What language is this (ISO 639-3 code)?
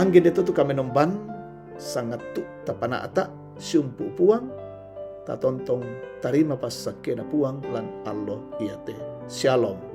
sda